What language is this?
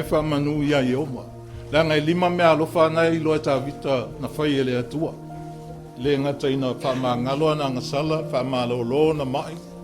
Samoan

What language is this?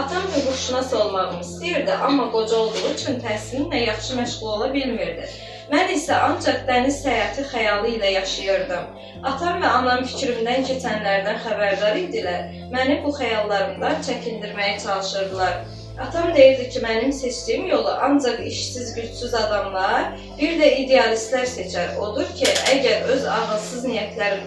Azerbaijani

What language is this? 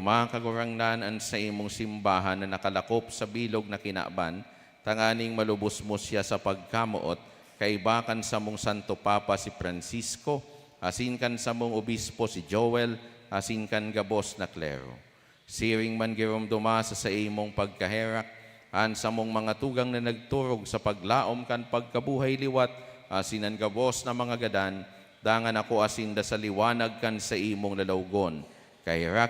Bikol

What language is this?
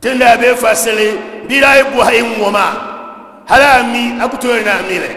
Dagbani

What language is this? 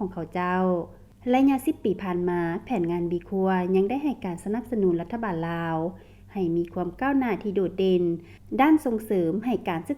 Lao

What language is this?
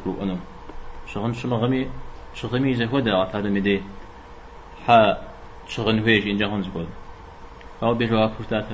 Kabardian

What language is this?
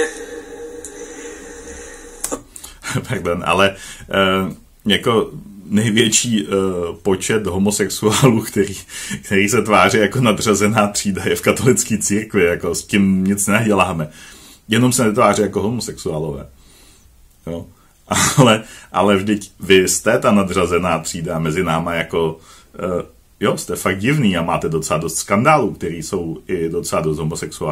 Czech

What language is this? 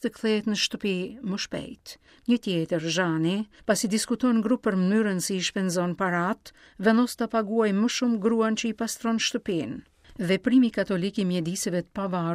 Albanian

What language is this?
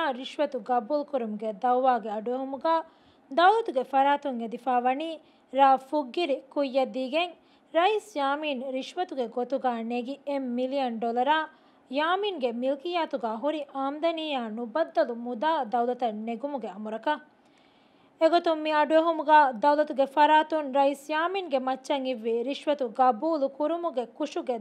Divehi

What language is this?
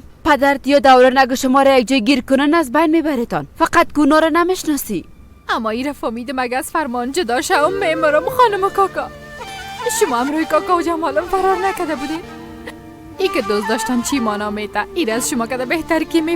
Persian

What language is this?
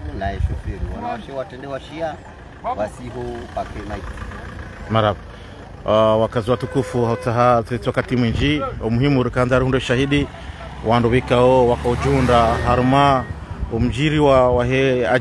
Ngazidja Comorian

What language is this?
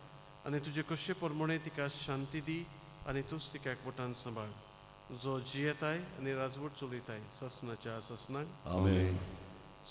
Konkani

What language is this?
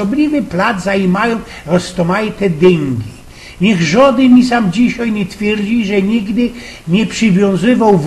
Silesian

